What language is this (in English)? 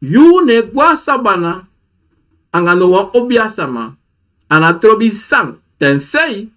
Sranan Tongo